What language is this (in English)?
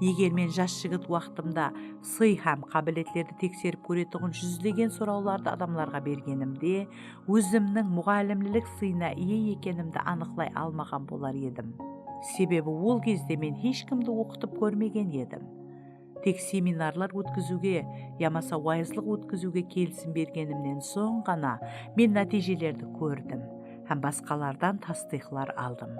Kara-Kalpak